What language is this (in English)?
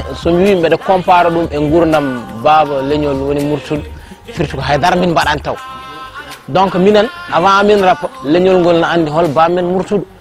Fula